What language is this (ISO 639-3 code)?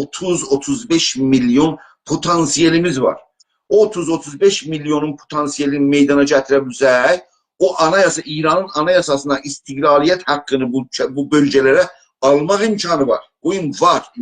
azb